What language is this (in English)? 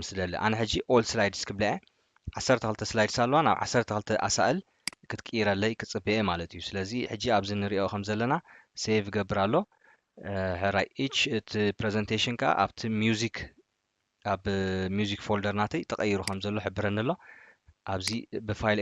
Tigrinya